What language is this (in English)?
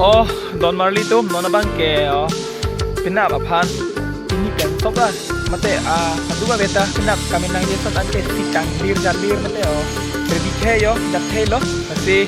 Karbi